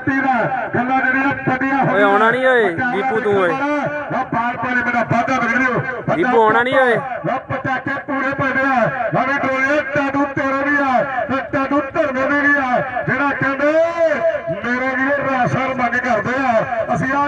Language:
Punjabi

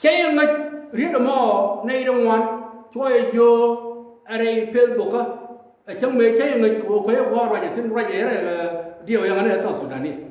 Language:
Nuer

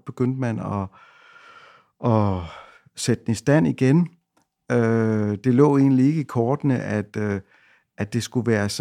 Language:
Danish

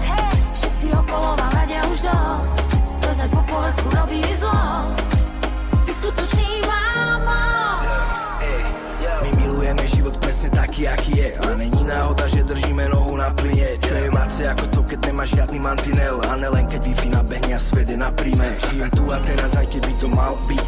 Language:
Slovak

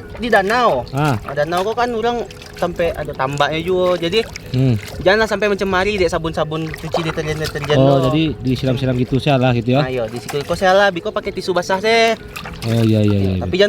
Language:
Minangkabau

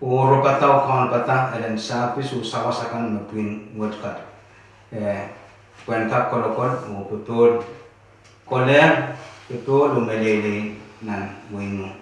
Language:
Pohnpeian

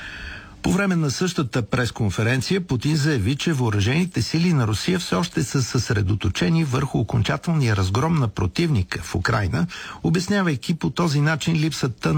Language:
Bulgarian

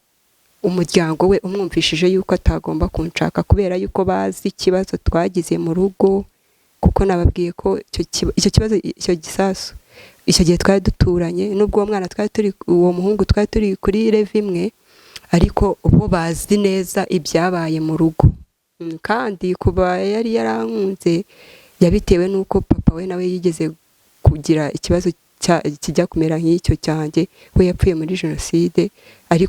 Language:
Kinyarwanda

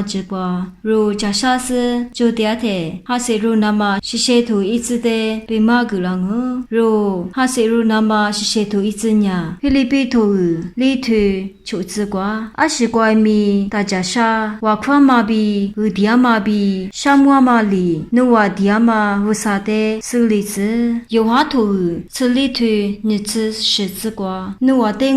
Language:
Lisu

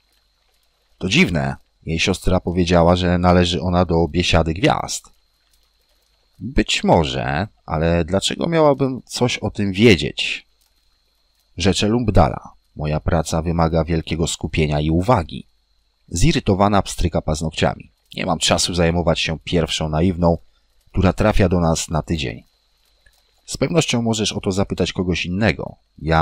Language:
Polish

